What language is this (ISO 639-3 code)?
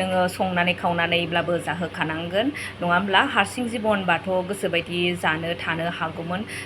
brx